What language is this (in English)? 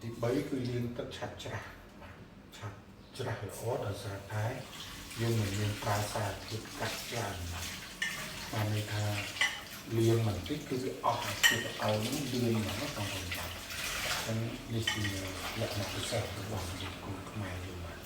Khmer